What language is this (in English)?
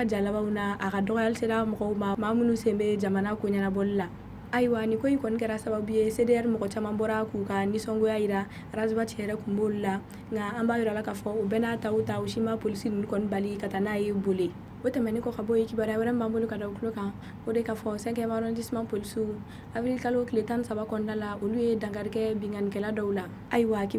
Bambara